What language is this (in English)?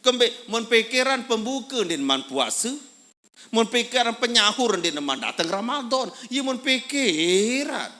Sasak